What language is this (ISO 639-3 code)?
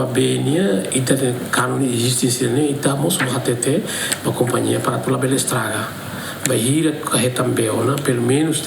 tet